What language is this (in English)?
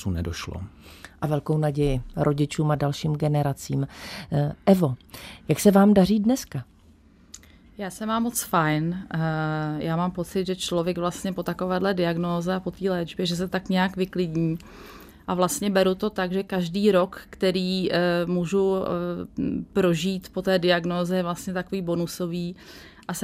Czech